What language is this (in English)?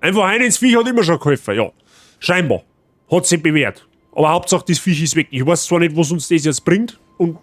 Bavarian